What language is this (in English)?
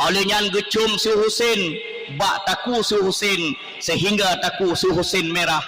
Achinese